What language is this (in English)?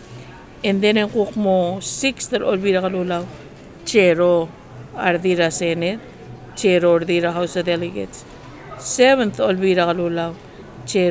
Filipino